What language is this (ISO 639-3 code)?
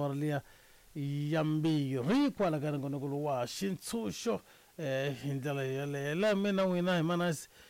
tso